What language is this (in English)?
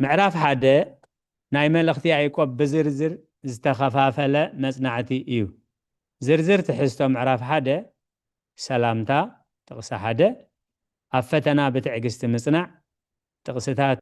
Tigrinya